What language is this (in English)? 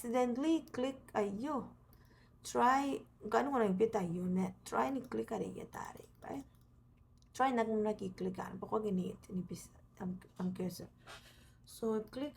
Gilbertese